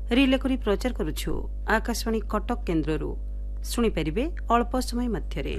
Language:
Odia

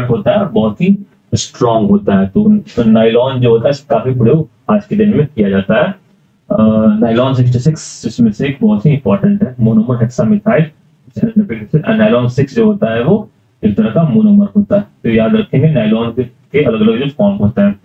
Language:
Hindi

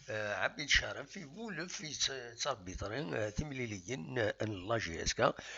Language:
Kabyle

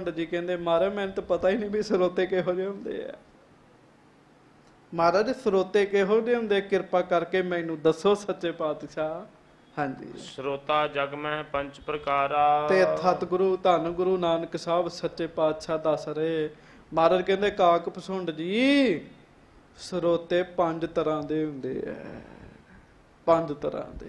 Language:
Punjabi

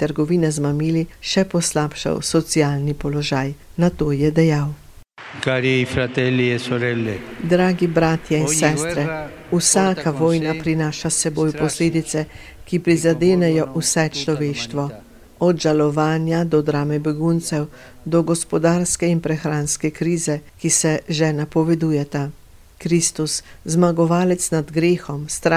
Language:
Slovenian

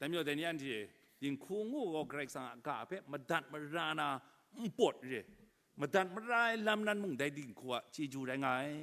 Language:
Kachin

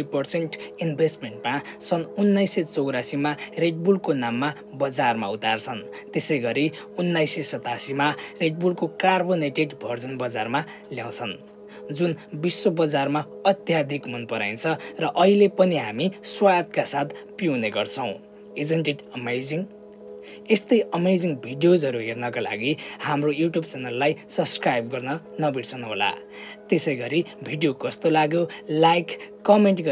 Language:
Nepali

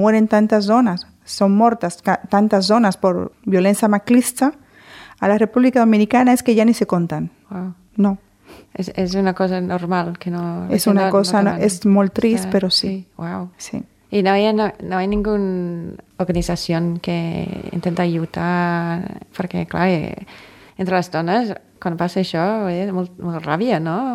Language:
Catalan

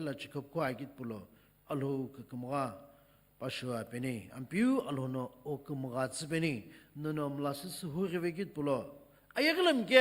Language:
Sumi Naga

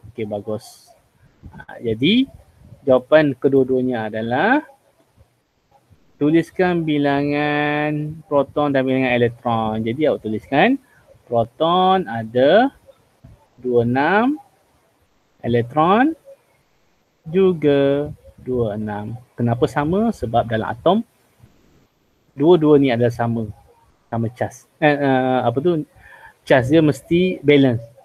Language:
Malay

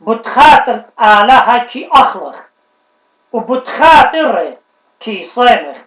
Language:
Assyrian Neo-Aramaic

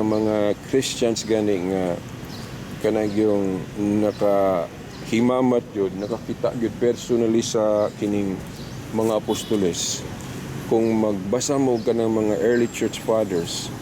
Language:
Cebuano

